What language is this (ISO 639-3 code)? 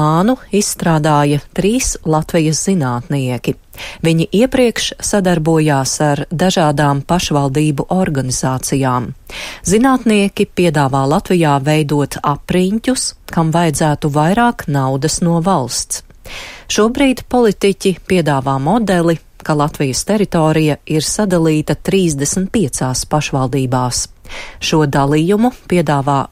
lav